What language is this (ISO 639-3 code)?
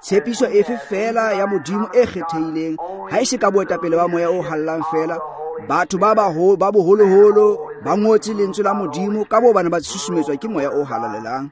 tsn